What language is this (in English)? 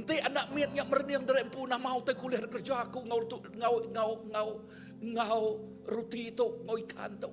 Iban